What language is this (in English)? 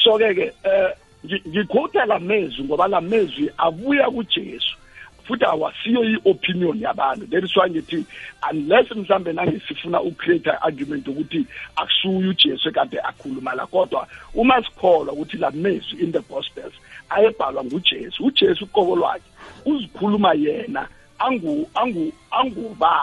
South Ndebele